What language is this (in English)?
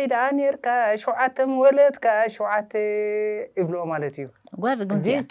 Tigrinya